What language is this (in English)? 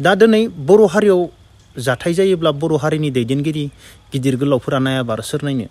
Bodo